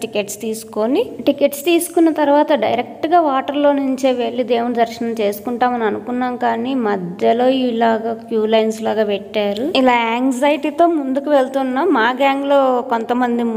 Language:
Telugu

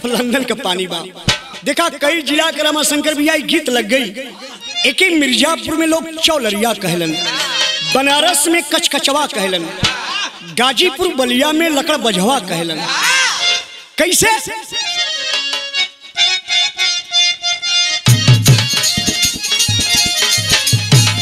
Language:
Bhojpuri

